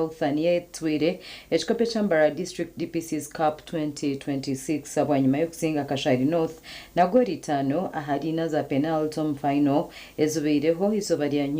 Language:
Nyankole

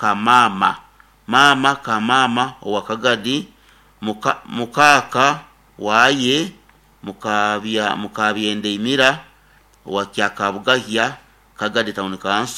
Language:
Nyoro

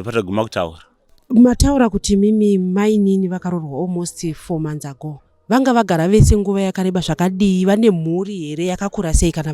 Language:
Shona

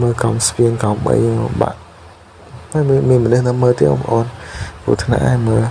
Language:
Khmer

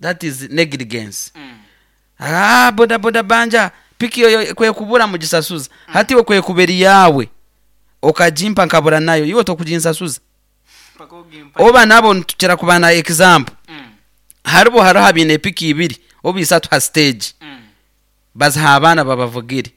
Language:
Nyoro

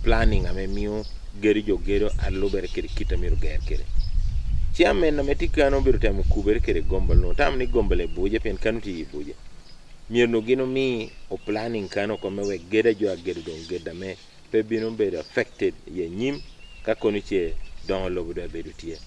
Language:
Acoli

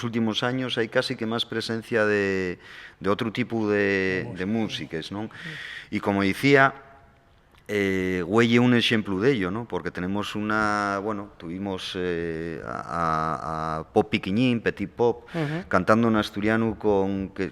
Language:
Asturian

